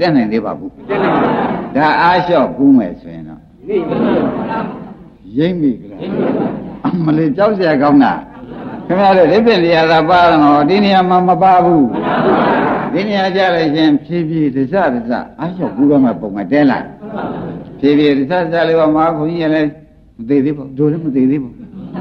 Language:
Burmese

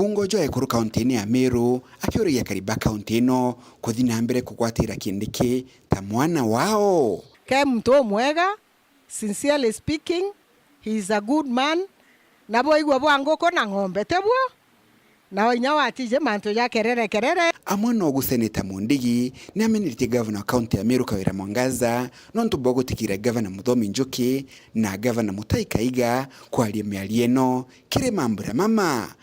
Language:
Meru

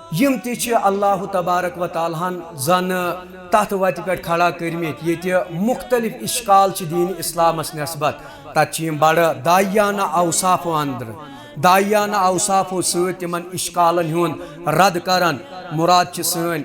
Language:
Kashmiri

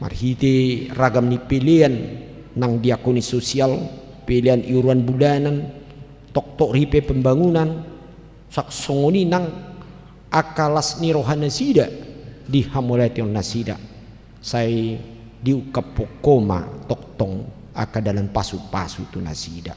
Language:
Batak Toba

